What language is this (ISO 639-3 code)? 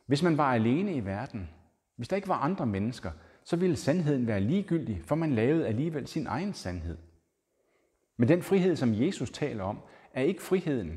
dan